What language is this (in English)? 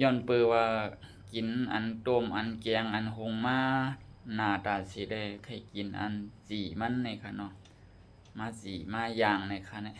Shan